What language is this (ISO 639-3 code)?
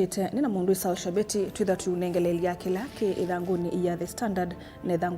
kam